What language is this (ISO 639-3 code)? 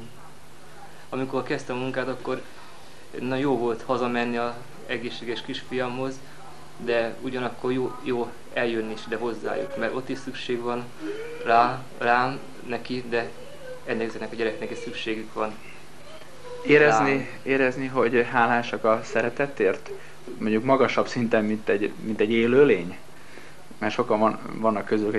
hun